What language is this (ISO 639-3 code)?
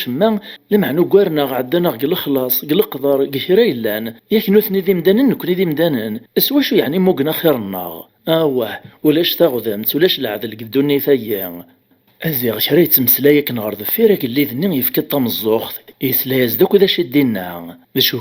kab